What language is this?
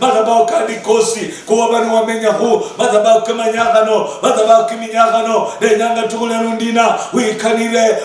Luyia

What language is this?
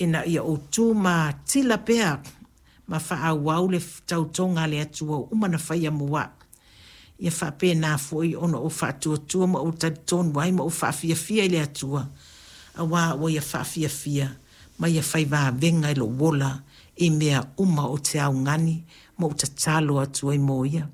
Samoan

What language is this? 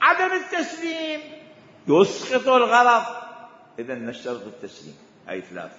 Mesopotamian Arabic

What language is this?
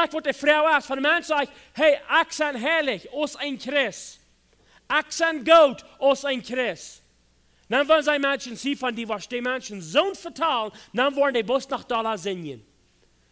Plautdietsch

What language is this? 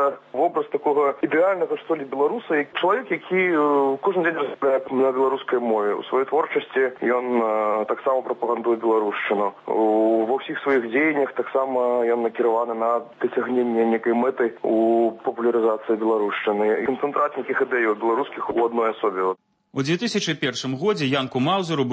Belarusian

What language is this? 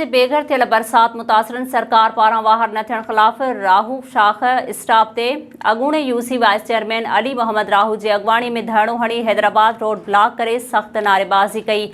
Sindhi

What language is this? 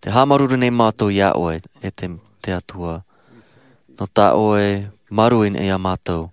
Tahitian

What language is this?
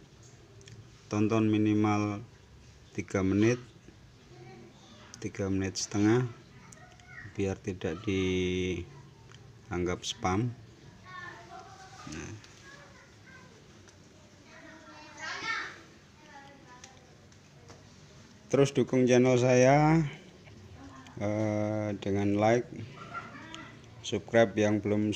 Indonesian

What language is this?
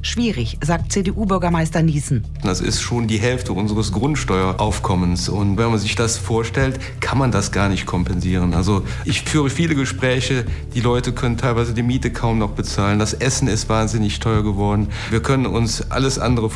German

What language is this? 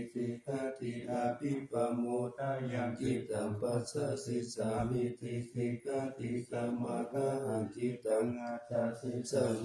Pali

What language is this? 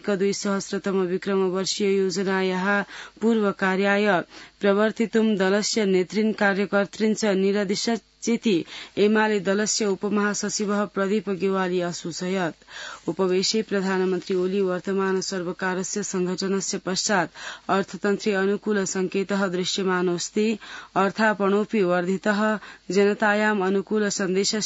Sanskrit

